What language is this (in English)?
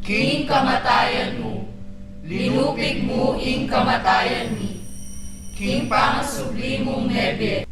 Pampanga